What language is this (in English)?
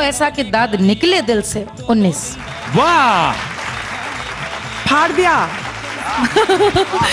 Bhojpuri